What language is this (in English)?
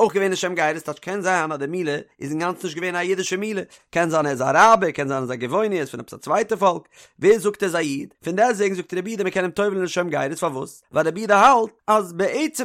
Yiddish